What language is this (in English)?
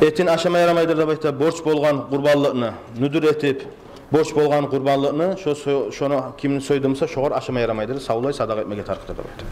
Kumyk